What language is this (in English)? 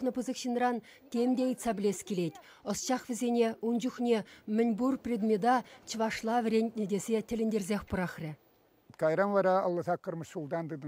Chuvash